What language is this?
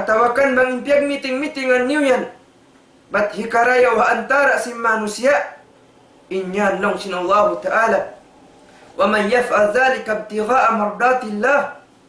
Tausug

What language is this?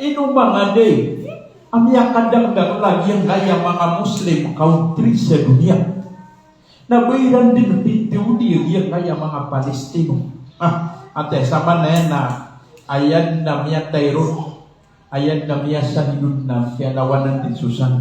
Maranao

